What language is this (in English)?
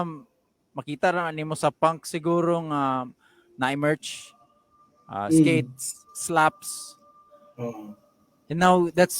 Cebuano